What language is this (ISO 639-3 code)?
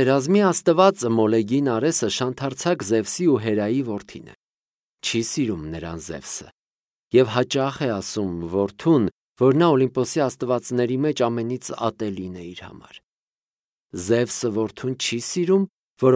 hye